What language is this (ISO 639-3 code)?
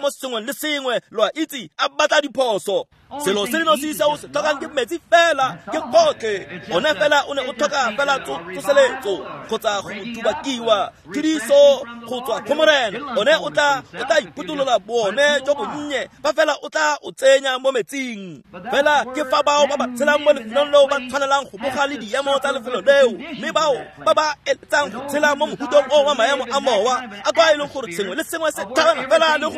tsn